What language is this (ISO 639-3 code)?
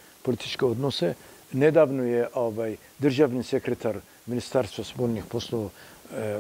srp